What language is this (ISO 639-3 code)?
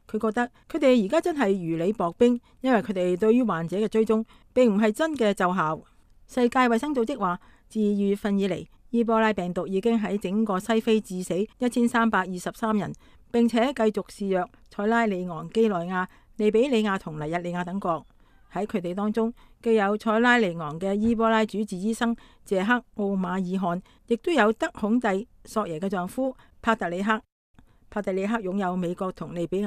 yue